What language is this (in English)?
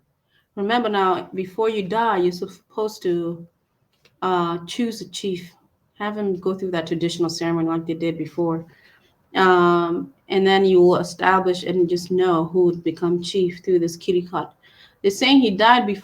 Acoli